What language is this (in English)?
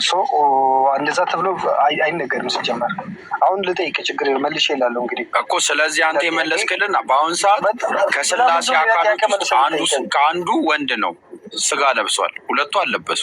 Amharic